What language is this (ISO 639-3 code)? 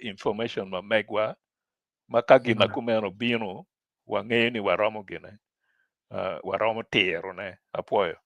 ach